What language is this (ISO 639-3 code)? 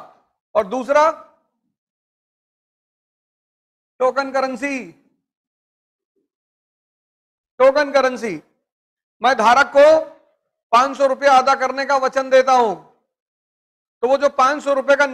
hin